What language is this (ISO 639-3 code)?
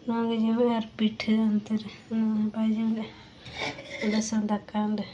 sat